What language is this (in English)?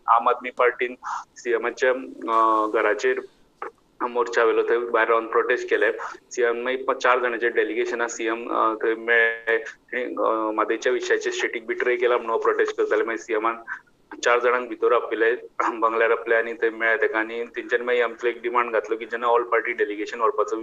Konkani